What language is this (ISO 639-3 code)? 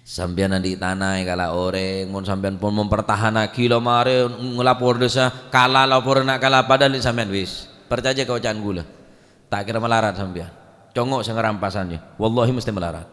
mad